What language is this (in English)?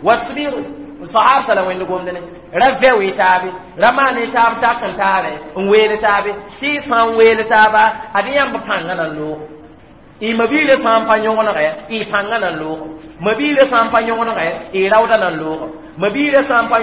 Mossi